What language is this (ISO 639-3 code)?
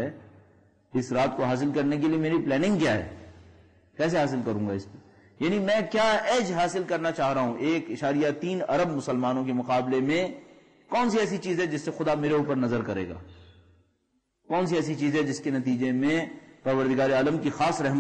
urd